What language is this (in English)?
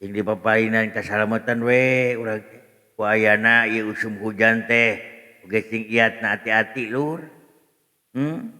Sundanese